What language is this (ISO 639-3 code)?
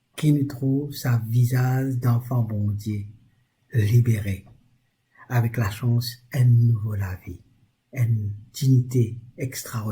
mfe